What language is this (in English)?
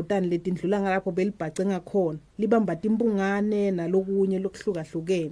Swati